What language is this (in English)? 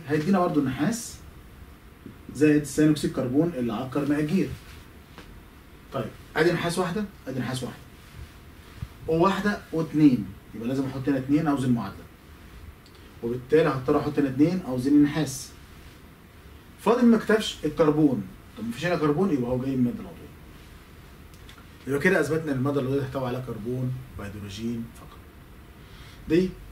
Egyptian Arabic